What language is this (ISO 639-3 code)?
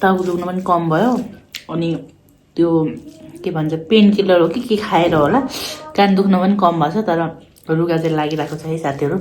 nep